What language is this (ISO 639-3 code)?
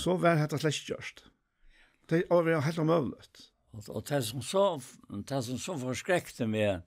fao